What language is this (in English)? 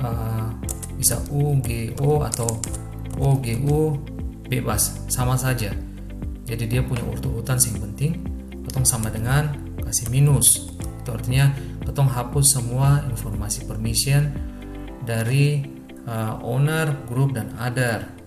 Ambonese Malay